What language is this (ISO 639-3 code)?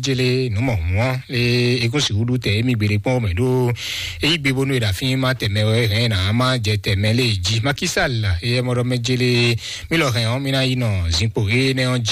fon